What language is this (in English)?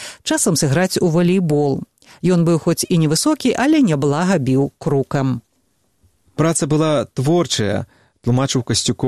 Belarusian